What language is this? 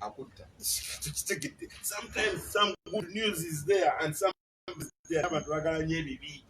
Ganda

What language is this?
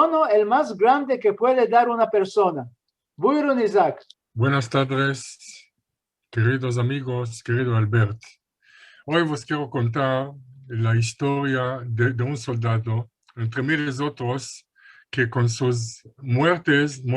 Ladino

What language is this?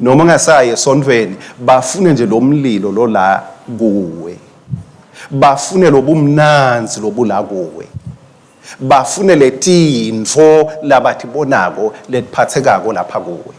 Swati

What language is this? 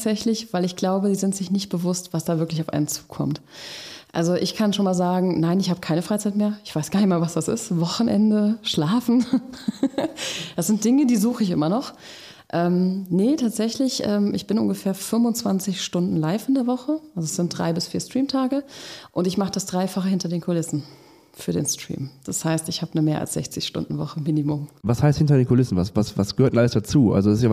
German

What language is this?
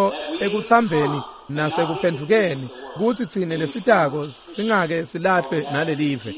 Swati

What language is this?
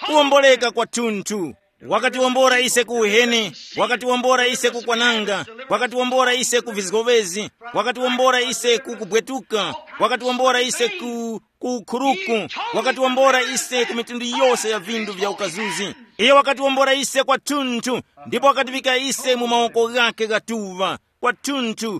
Tumbuka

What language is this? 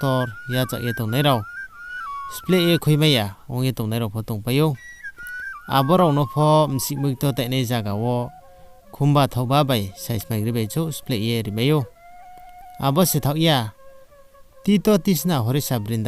Riang (India)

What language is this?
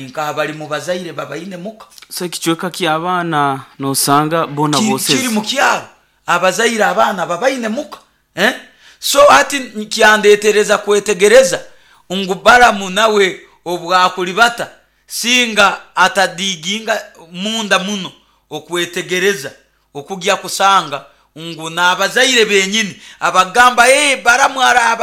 Nyoro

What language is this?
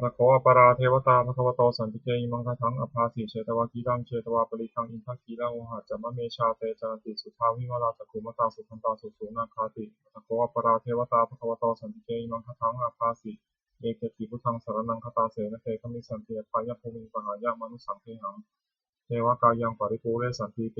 Pali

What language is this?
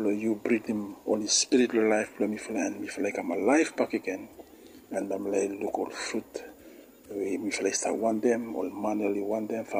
Bislama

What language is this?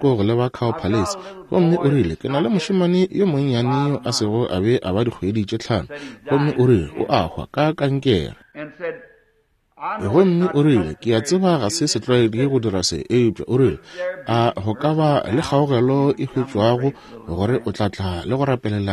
Northern Sotho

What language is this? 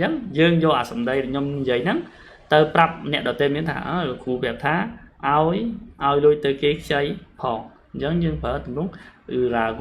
Khmer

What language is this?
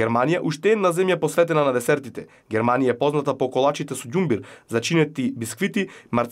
Macedonian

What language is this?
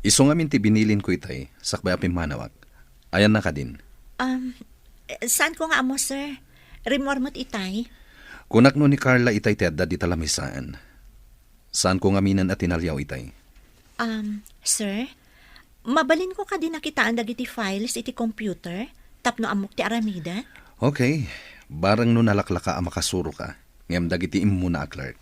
Iloko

